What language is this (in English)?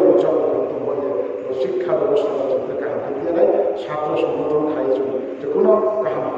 Riang (India)